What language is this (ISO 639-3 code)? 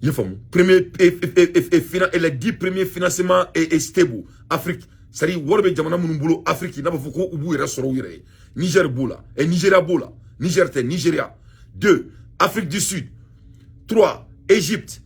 bam